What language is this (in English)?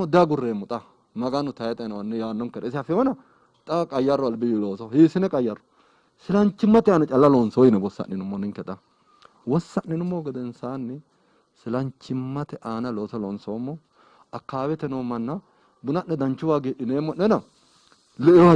Sidamo